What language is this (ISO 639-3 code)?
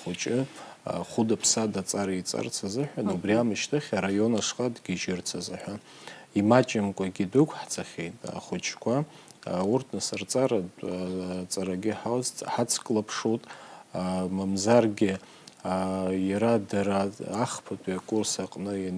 abk